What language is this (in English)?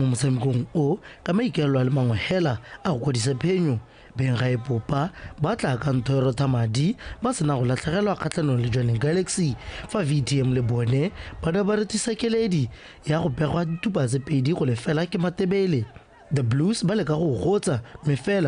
Tswana